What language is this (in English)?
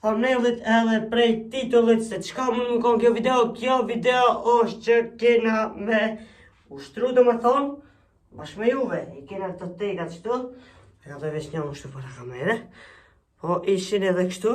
Albanian